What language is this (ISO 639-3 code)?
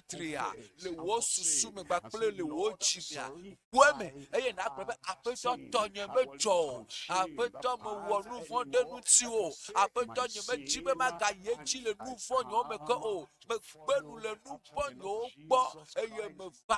ewe